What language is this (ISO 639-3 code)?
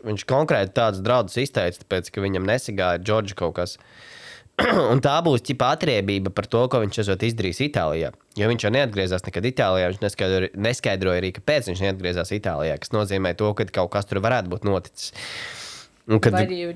lav